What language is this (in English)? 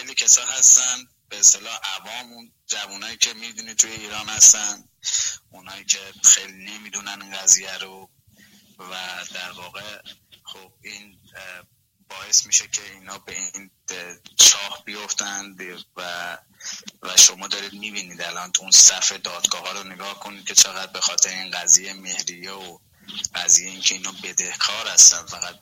Persian